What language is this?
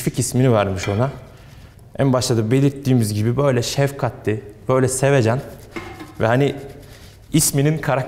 Turkish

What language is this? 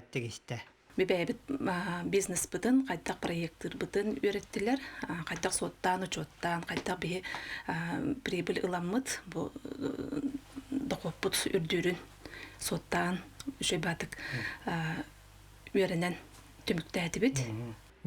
Yakut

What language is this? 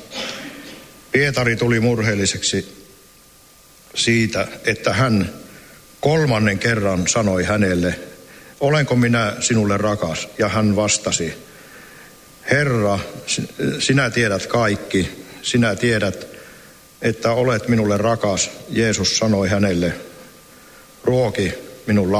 Finnish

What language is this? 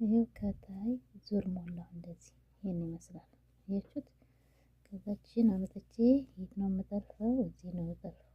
Amharic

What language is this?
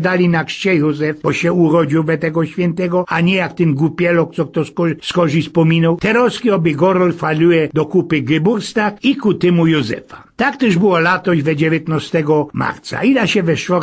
Silesian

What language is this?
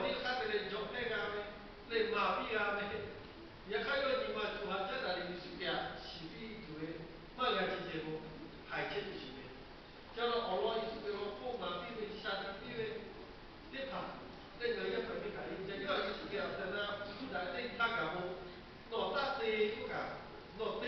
Lahu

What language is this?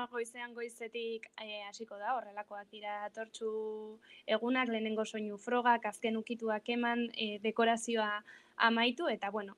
Basque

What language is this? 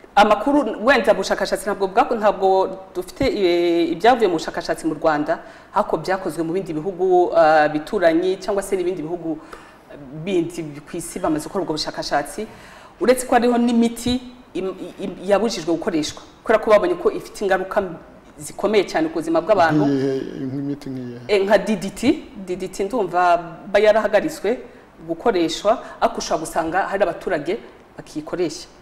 Kinyarwanda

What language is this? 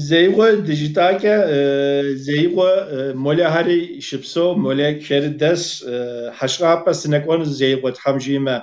Kabardian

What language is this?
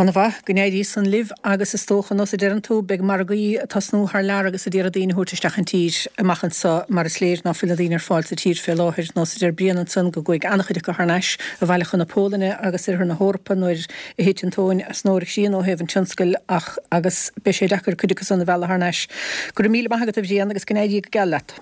Irish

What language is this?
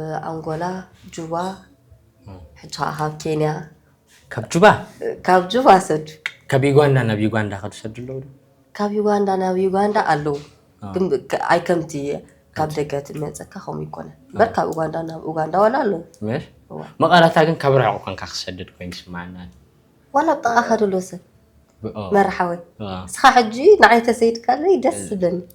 Tigrinya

